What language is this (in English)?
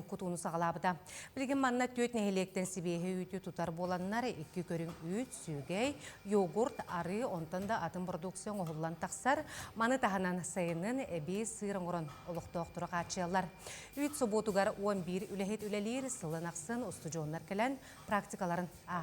Yakut